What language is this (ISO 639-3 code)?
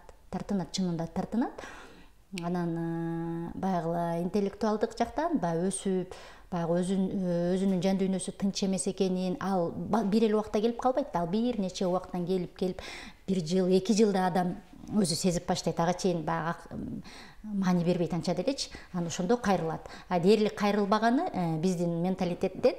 kir